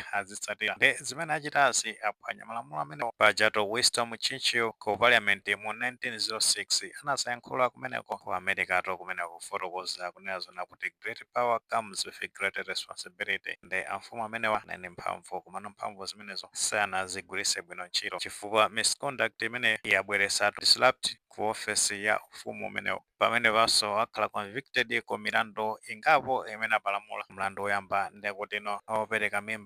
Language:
Nyanja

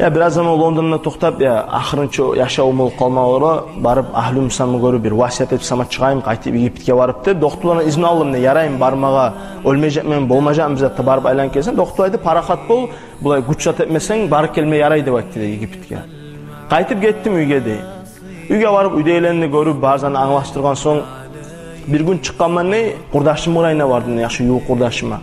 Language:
Kumyk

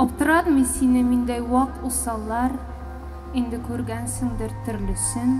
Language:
Tatar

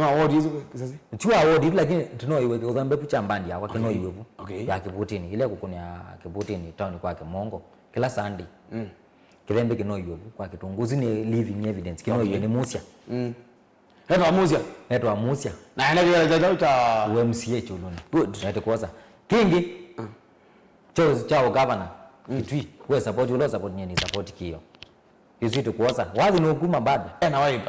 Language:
Kamba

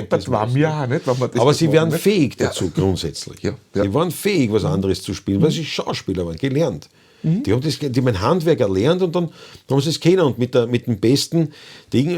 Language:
Bavarian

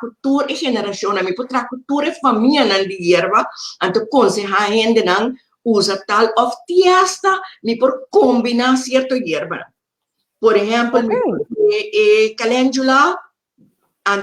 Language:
Papiamento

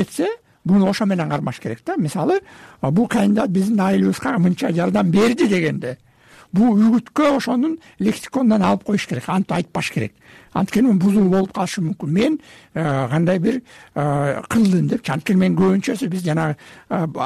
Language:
Kyrgyz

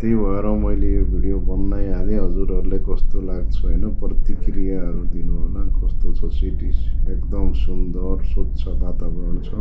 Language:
Nepali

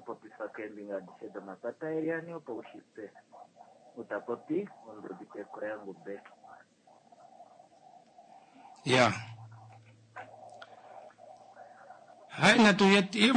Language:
Swahili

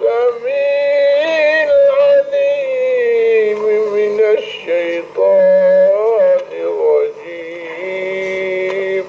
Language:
Zaza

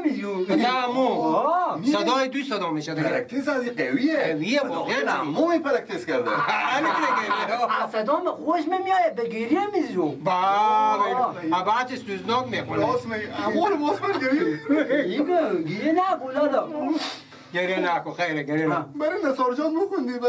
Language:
Persian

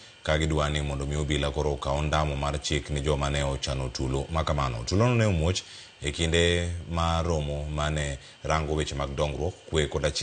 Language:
Luo (Kenya and Tanzania)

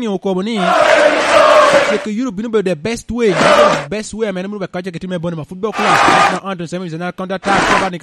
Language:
Lango (Uganda)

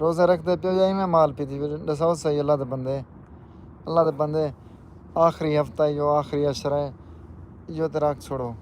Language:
Saraiki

